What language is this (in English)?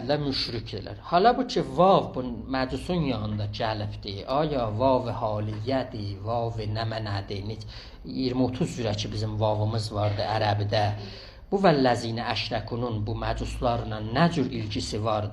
South Azerbaijani